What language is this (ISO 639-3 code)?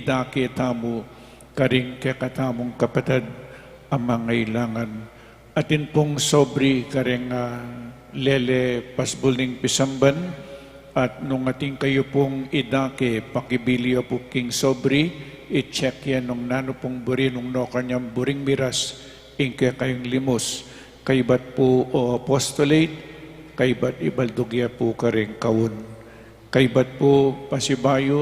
pam